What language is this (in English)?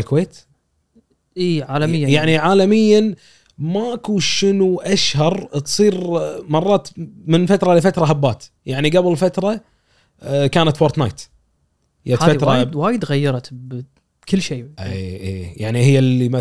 Gulf Arabic